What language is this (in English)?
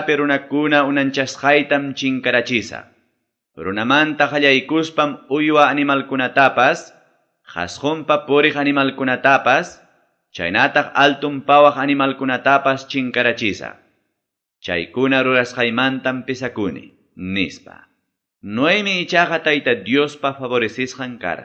Quechua